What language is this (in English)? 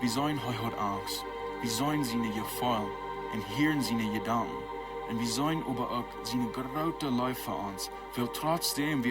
Plautdietsch